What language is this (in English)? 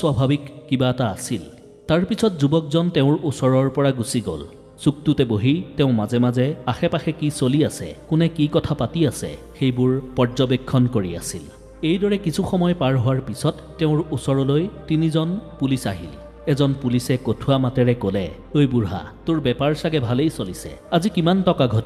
Assamese